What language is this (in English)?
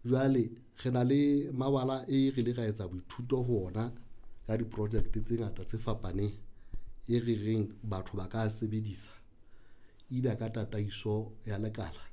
Southern Sotho